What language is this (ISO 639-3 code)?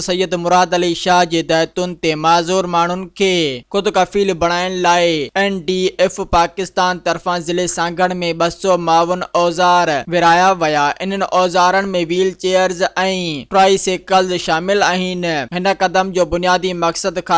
snd